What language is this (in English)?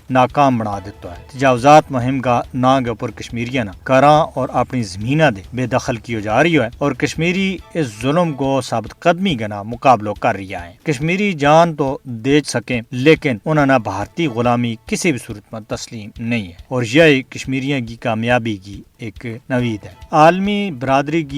Gujari